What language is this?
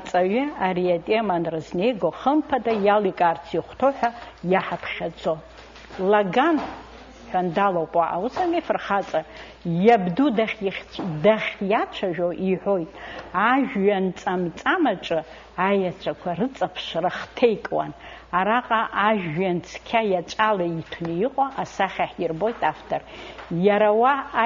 Abkhazian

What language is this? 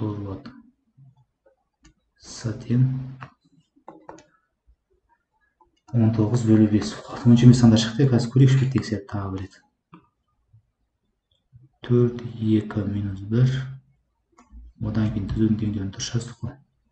Kazakh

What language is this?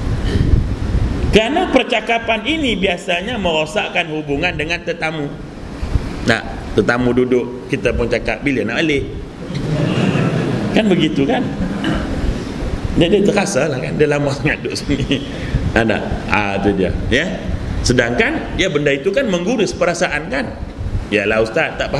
Malay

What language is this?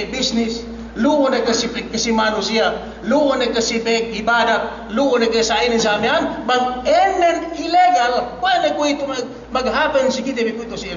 Yakan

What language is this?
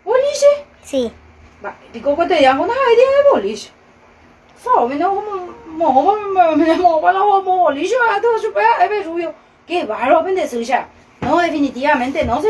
Guarani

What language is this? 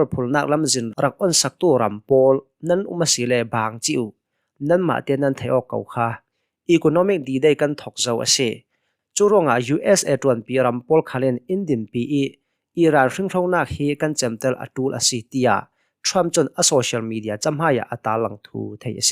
Hakha Chin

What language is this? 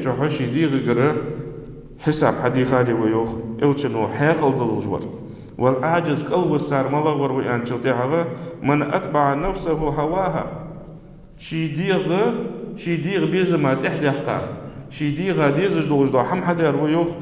Ingush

